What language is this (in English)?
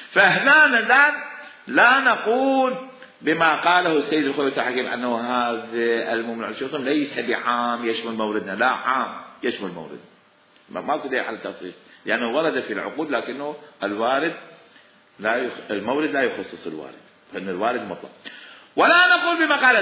Mesopotamian Arabic